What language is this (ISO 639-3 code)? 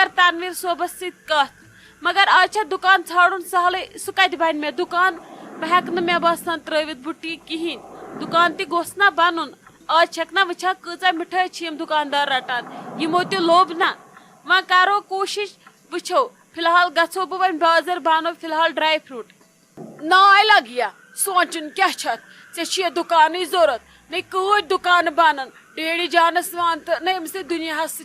kas